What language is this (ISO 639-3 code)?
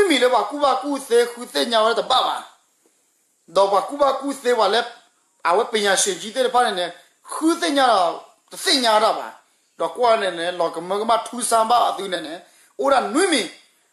ksw